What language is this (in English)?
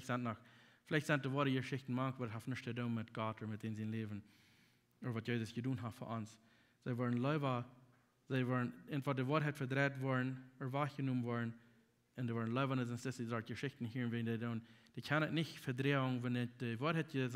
Plautdietsch